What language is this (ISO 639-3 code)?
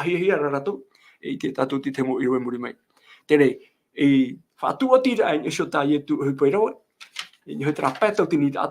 tah